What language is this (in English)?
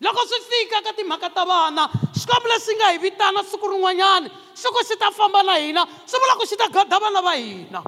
Tsonga